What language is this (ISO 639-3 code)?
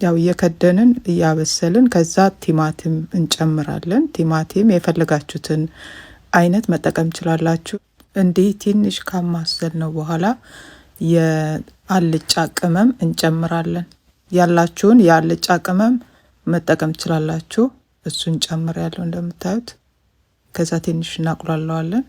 amh